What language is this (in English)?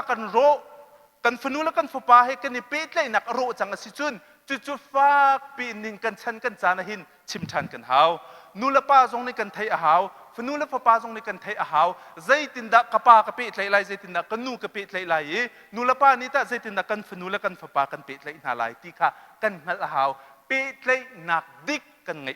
Hakha Chin